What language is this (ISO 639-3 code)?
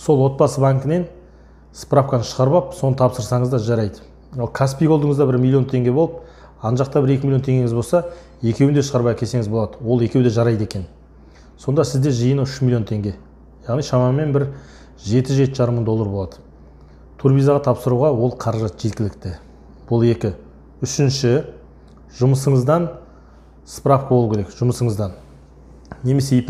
kaz